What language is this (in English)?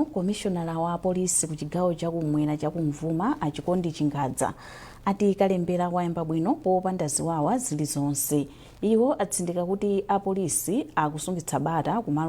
Nyanja